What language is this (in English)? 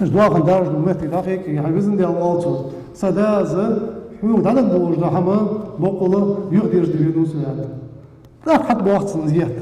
Ingush